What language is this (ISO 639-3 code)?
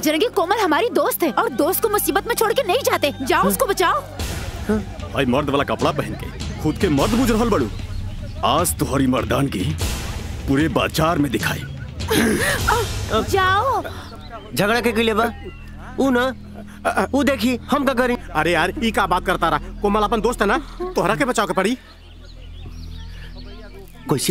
bho